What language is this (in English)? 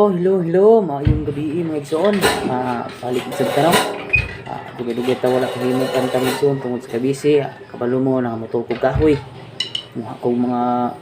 Cebuano